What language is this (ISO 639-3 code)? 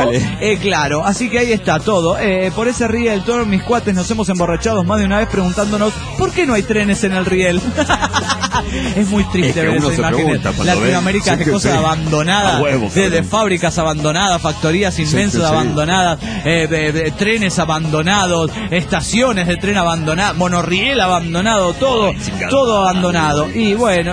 spa